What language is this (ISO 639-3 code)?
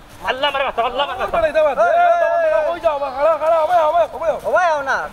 syl